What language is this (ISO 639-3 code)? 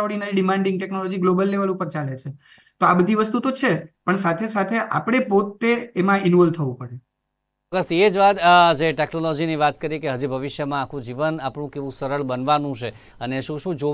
guj